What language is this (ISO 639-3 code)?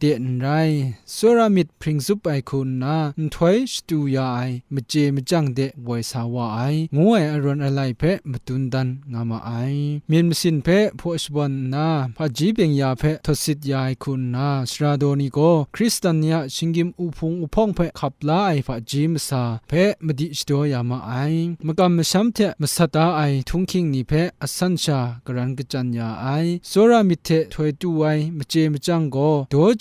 kac